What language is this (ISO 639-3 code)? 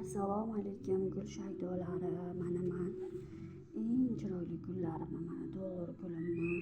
uzb